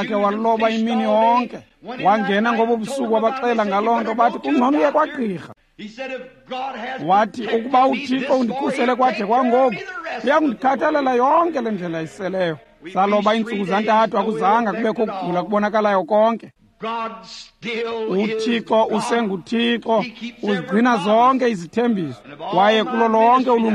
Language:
Xhosa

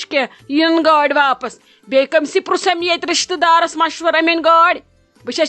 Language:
Kashmiri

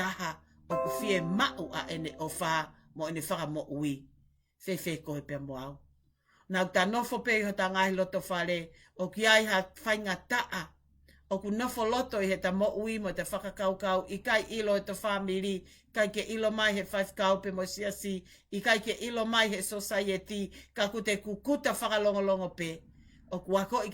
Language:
Tongan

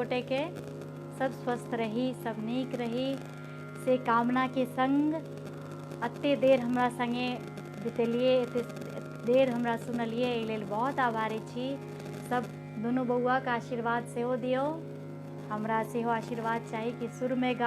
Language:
Maithili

